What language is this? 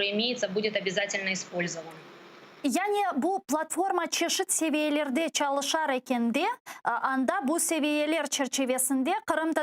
Crimean Tatar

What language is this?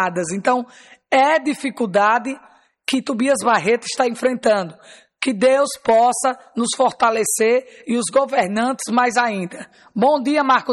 Portuguese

